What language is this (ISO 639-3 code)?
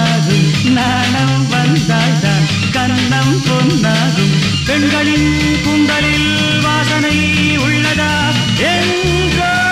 tam